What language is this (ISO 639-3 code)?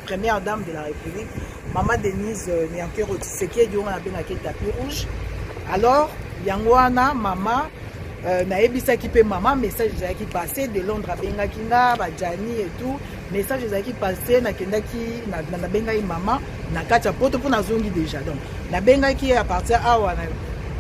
lin